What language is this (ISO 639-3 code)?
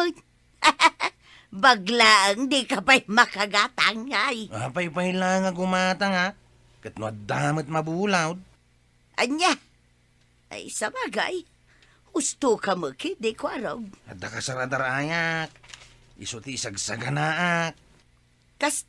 ilo